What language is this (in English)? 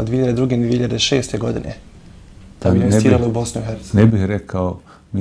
Bosnian